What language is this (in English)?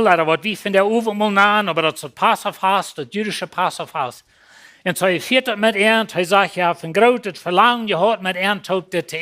Plautdietsch